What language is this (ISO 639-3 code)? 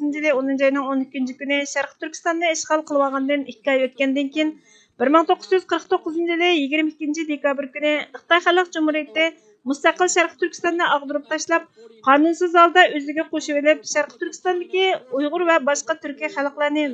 uig